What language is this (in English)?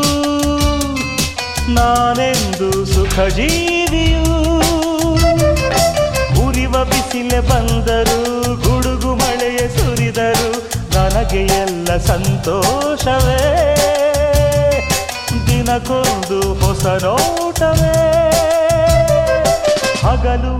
Kannada